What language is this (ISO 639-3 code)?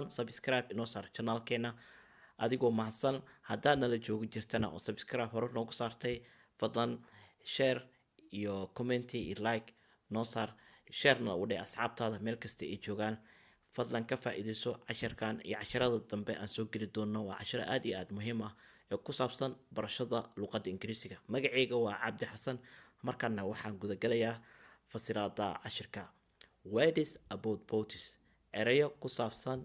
som